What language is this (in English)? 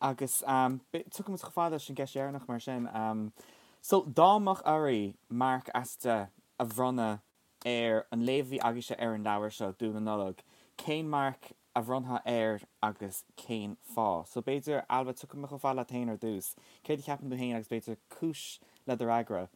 Irish